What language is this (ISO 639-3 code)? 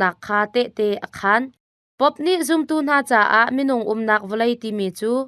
cnh